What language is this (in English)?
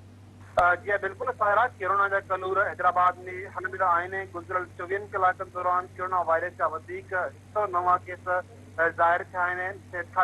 Sindhi